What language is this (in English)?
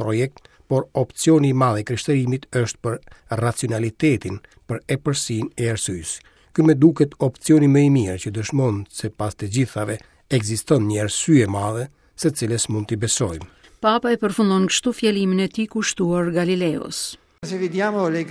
Albanian